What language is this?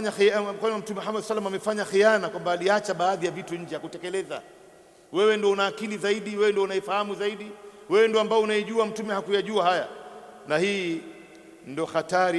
Swahili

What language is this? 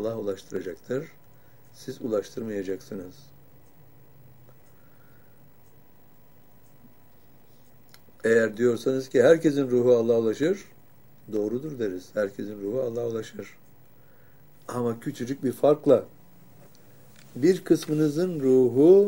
Turkish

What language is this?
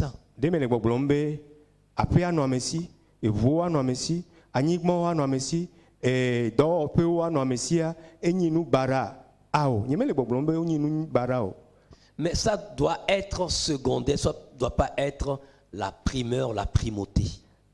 Ewe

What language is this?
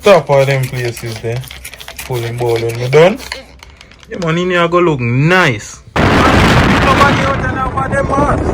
Jamaican Creole English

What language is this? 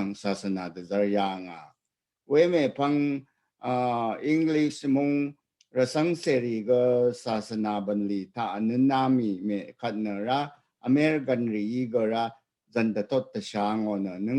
Rawang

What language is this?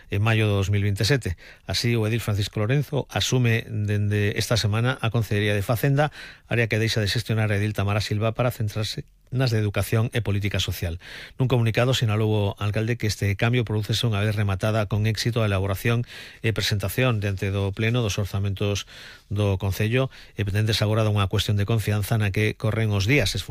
Galician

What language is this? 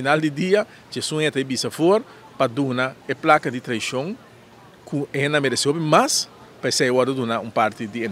Papiamento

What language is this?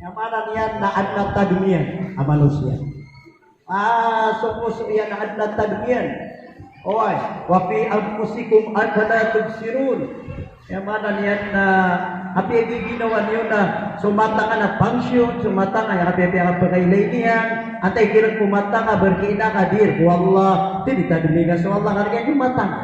Maranao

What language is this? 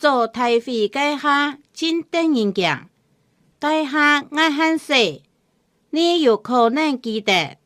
Hakka Chinese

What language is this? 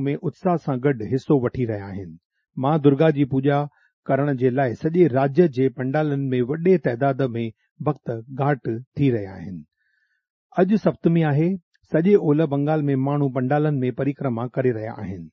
Sindhi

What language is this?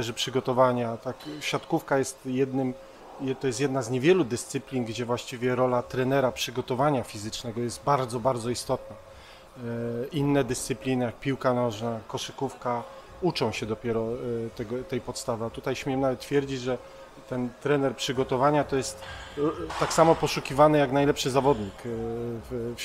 Polish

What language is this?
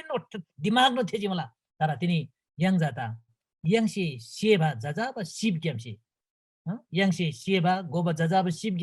Eastern Tamang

